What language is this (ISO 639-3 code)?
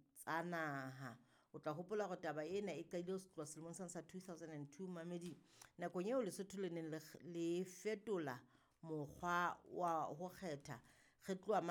sot